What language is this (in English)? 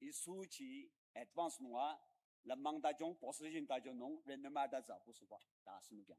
Ao Naga